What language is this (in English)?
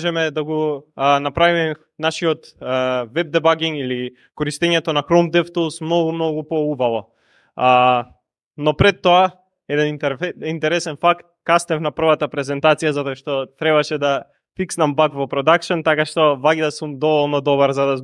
Macedonian